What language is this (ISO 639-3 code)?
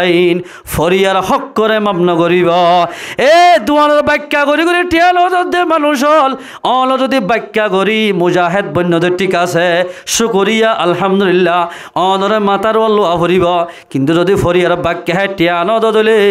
rhg